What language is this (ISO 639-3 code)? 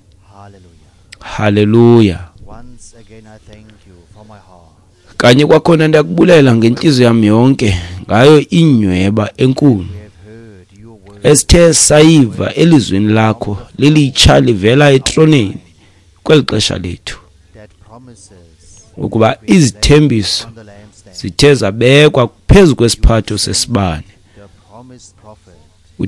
xho